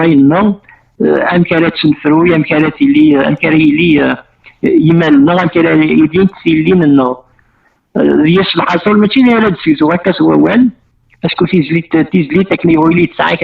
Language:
Kabyle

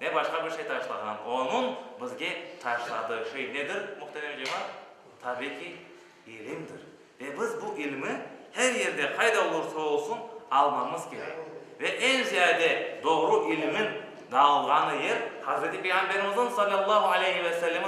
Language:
Crimean Tatar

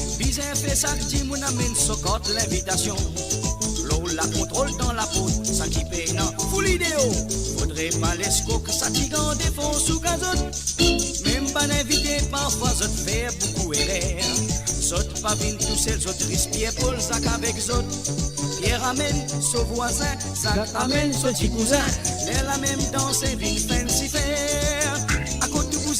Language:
Morisyen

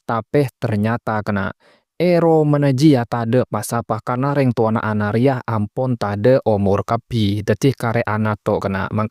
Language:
Madurese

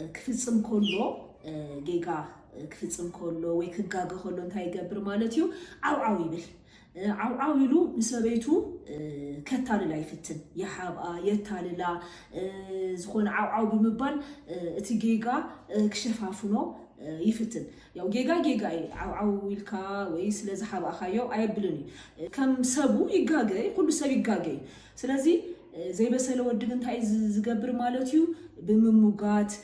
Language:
Tigrinya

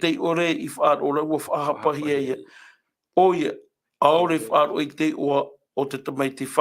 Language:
Tahitian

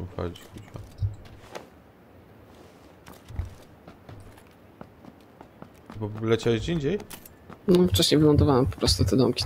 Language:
Polish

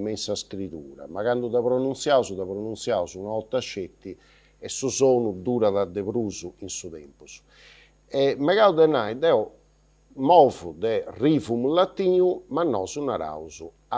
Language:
Sardinian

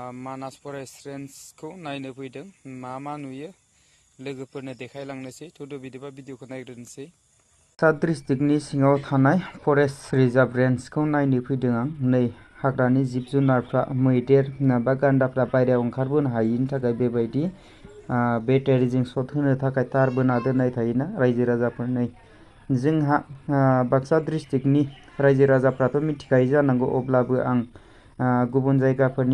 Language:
Bodo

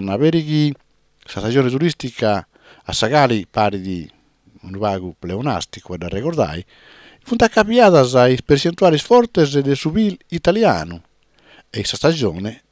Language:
Sardinian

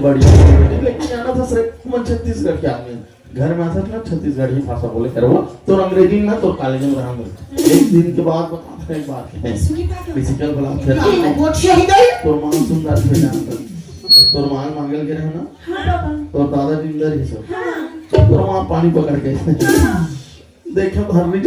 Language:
Chhattisgarhi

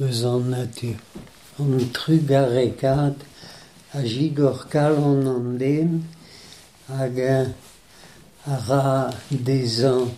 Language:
Breton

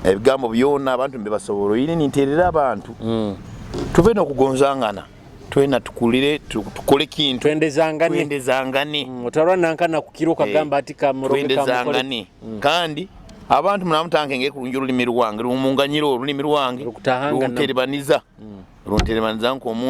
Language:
Nyoro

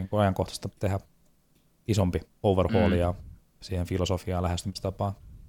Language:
Finnish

